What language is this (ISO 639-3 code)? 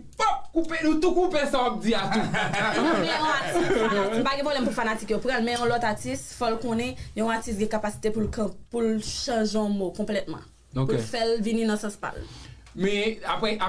hat